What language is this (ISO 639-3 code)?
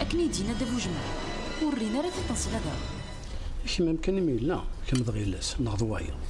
kab